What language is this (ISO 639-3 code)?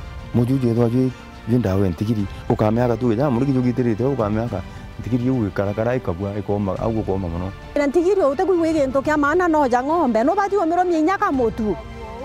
mer